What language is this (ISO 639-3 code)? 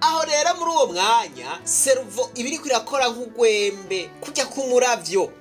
run